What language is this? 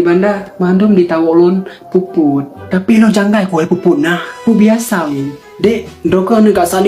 Achinese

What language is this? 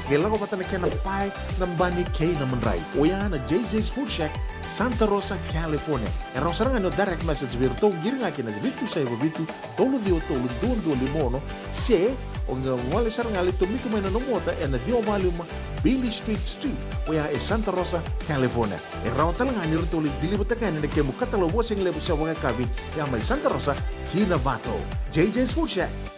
Fijian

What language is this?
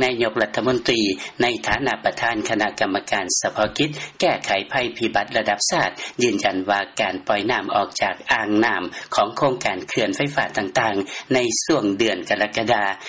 Lao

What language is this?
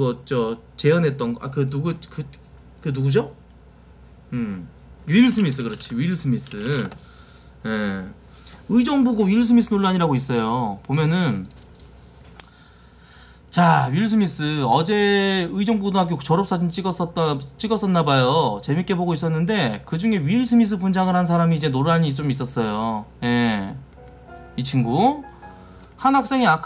Korean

